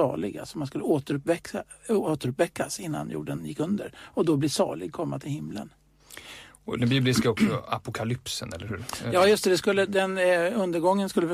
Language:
Swedish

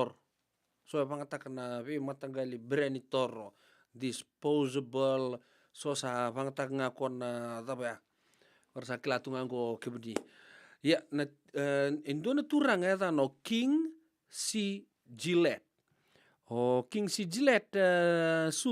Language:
Fijian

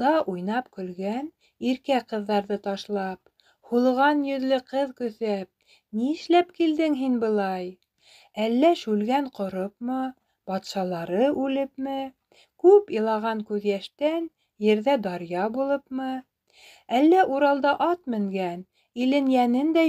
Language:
Bashkir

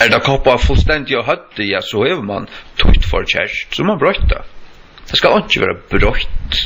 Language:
Faroese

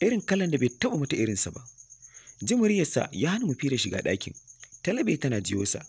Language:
Hausa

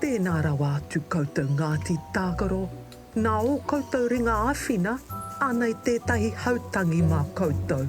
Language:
Māori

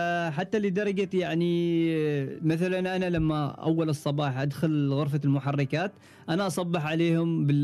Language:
Gulf Arabic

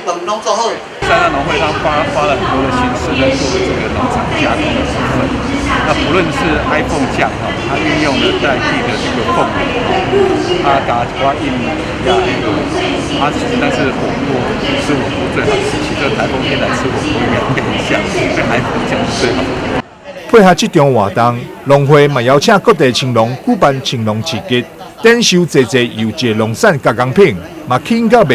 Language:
Min Nan Chinese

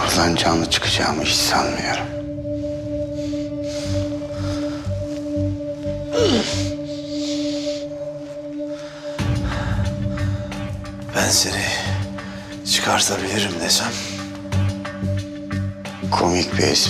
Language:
Turkish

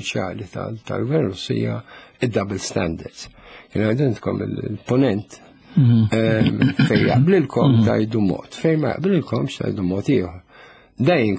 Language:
Maltese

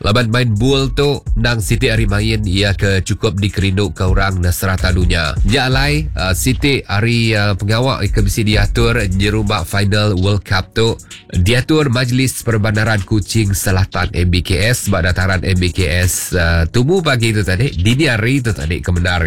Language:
Iban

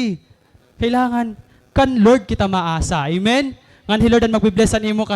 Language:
Waray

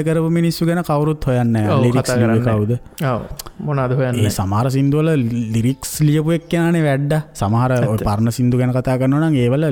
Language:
Sinhala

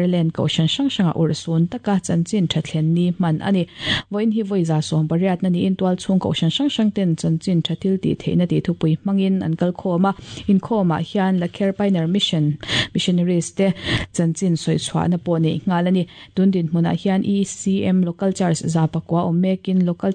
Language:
Mizo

